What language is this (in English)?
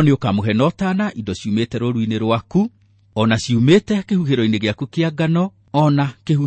Kikuyu